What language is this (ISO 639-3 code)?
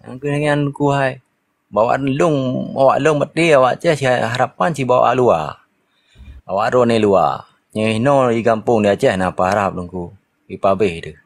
ace